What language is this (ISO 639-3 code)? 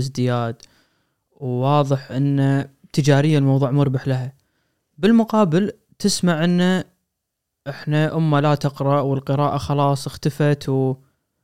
afb